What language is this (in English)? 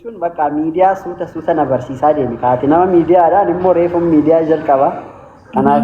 Oromo